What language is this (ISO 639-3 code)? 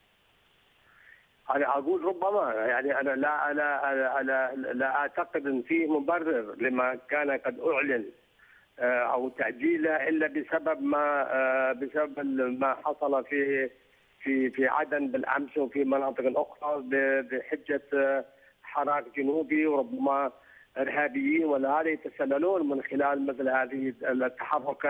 ara